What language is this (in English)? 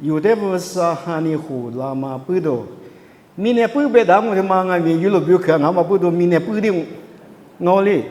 Lisu